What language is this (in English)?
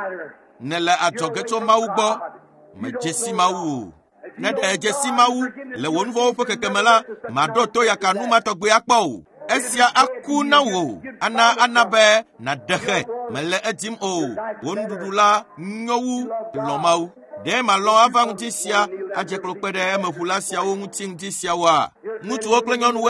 Ewe